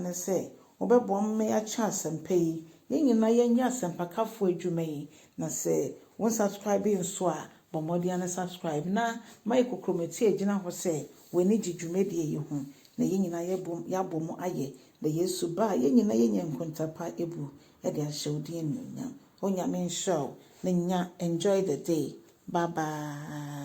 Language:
Akan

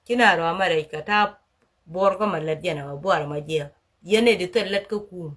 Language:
Nuer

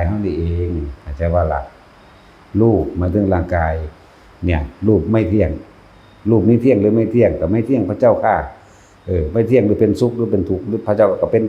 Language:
Northeastern Thai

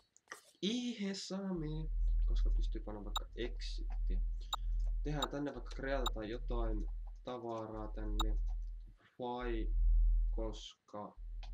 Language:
Finnish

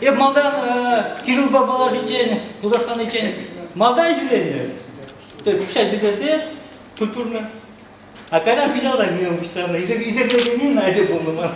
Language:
Chuvash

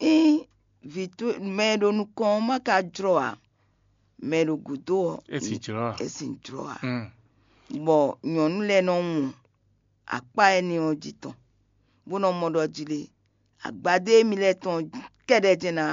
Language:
Fon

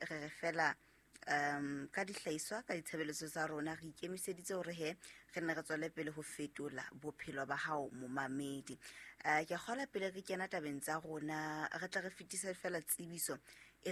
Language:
Southern Sotho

